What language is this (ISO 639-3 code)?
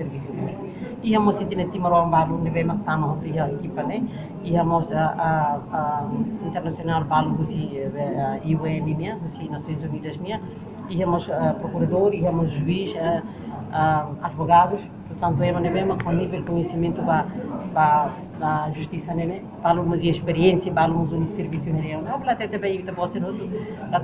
tet